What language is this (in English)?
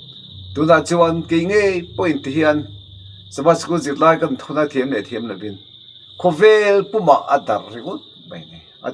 Mizo